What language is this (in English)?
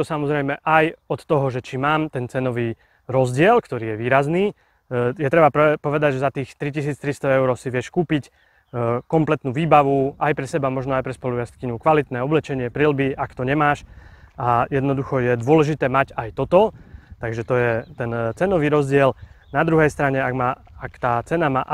Slovak